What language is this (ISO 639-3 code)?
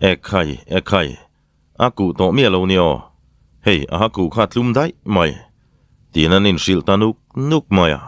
lus